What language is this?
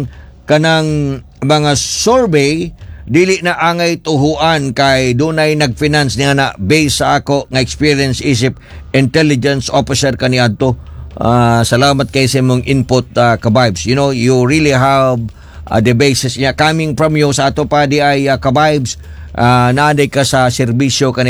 Cebuano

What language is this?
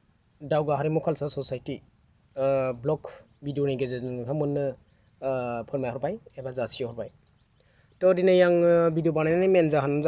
Bodo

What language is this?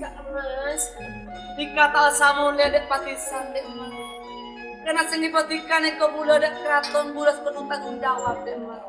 Madurese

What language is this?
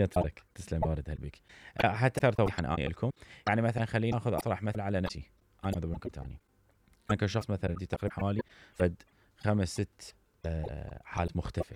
Mesopotamian Arabic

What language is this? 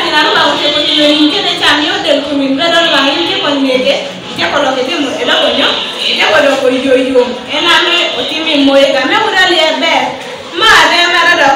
Teso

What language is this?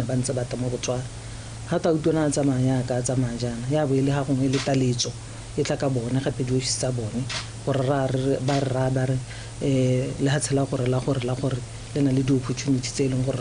Tswana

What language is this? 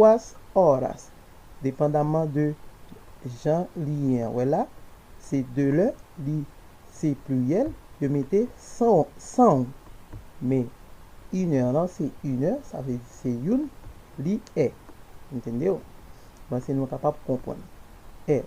Haitian Creole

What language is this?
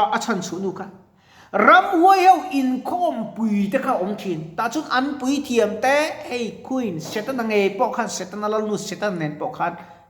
Mizo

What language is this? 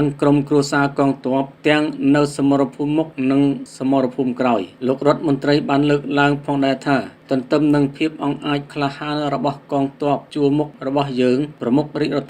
Khmer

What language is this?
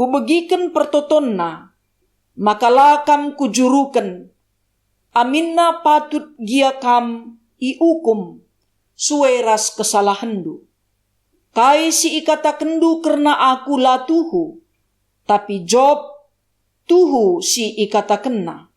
Batak Karo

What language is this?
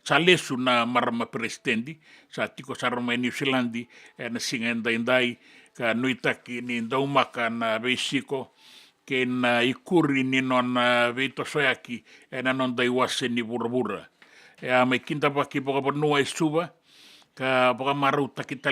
Fijian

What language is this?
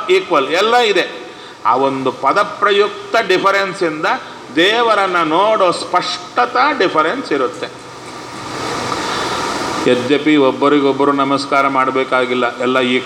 Kannada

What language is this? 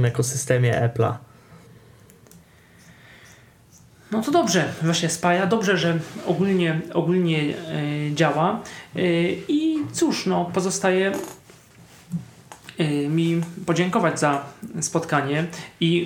Polish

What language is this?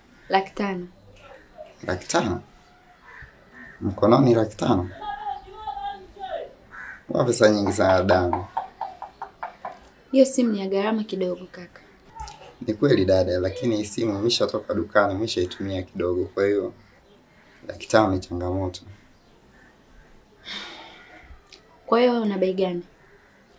Swahili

